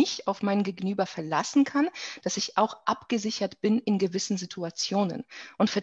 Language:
German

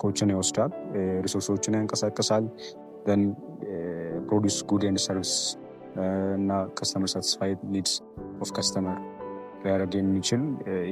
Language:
Amharic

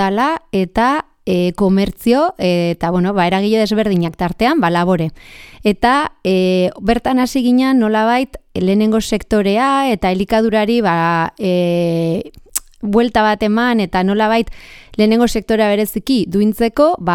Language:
Basque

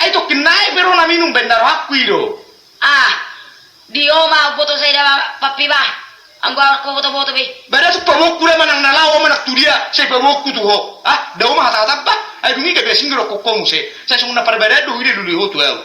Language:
Batak Toba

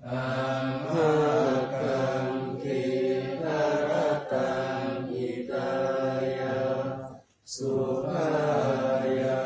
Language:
Pali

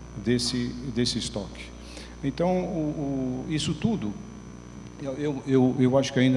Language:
Portuguese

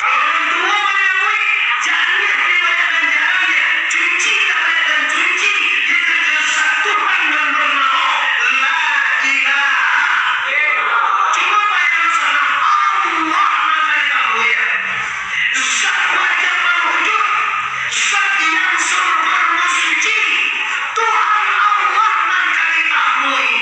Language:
Minangkabau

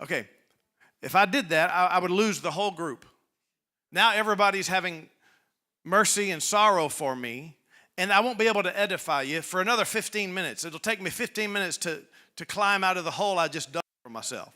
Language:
English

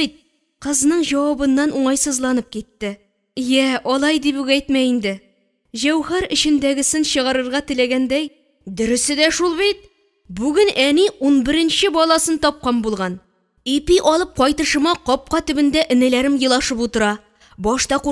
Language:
Tatar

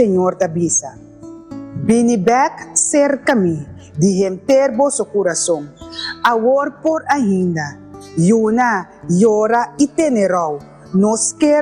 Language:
Papiamento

